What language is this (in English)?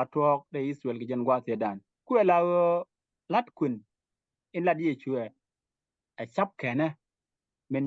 Nuer